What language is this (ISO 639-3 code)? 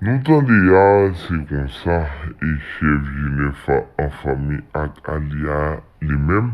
hat